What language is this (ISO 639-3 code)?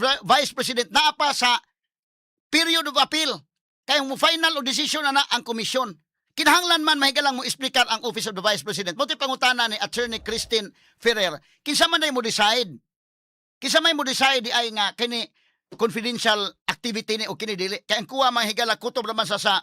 ceb